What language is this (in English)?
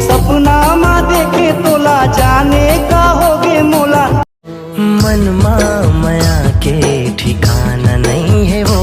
Chhattisgarhi